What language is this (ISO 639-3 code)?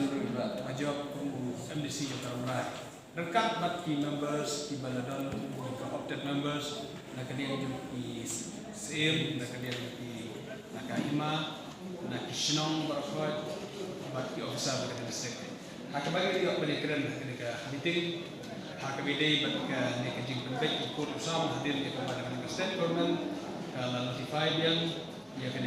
kha